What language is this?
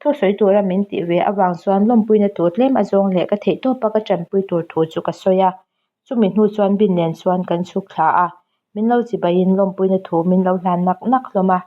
Mizo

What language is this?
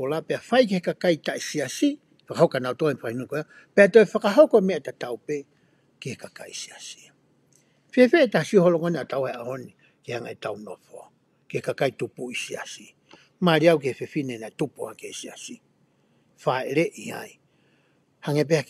Tongan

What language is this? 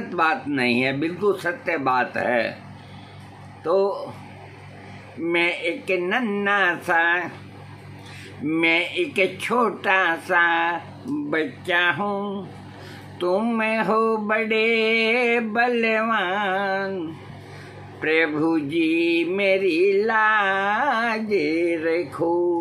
Hindi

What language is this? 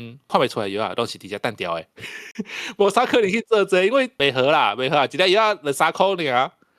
Min Nan Chinese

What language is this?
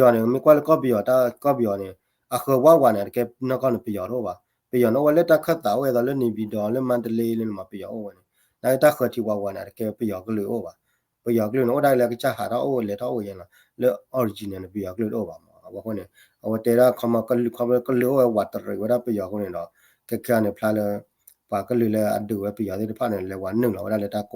S'gaw Karen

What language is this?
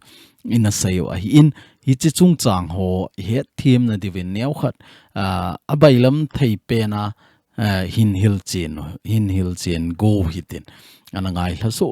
Thado Chin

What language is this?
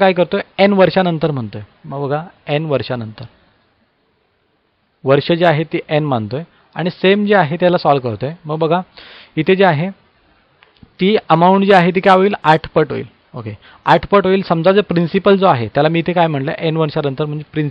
Marathi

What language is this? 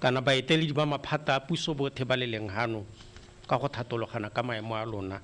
Tswana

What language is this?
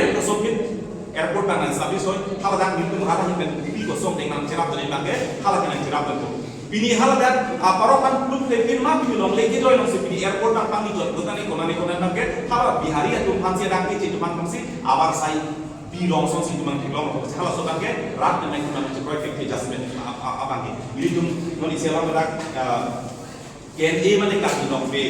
Karbi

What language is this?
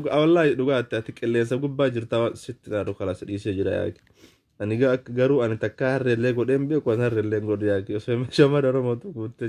Oromo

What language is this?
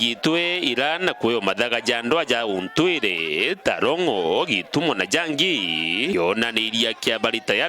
Meru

